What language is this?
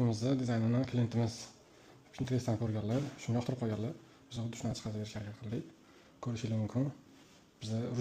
Uzbek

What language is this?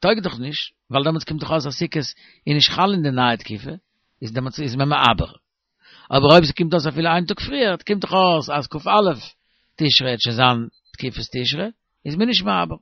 Yiddish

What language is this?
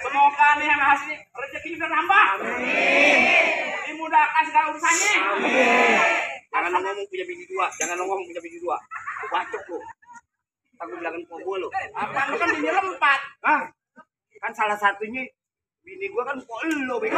Betawi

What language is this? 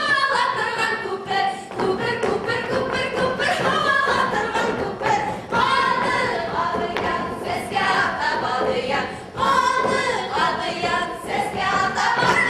Bashkir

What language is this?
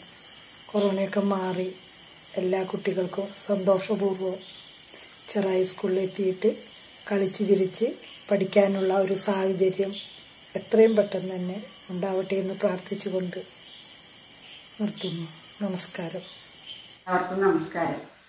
Malayalam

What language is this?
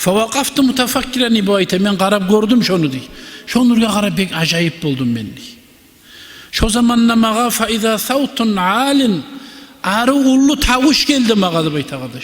Kumyk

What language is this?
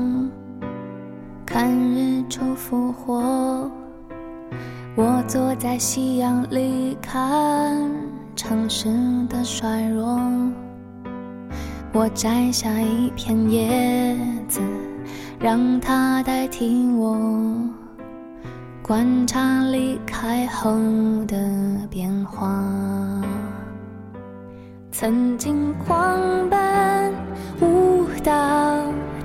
Chinese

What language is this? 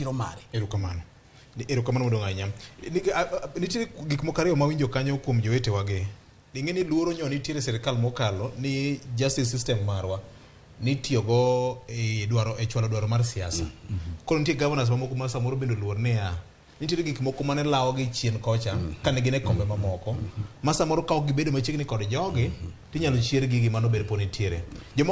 Luo (Kenya and Tanzania)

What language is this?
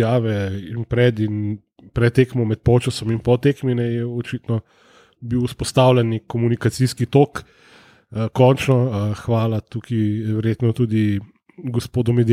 Slovenian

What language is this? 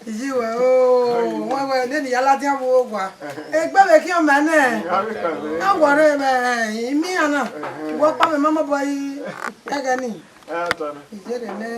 Bini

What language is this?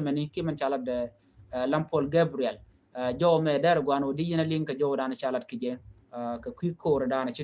Nuer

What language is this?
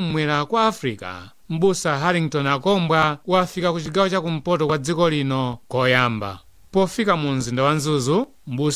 Nyanja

